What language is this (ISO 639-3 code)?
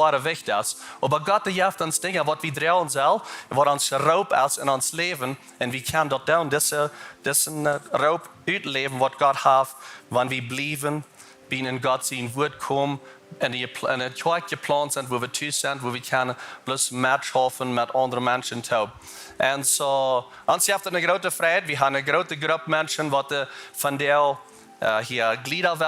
pdt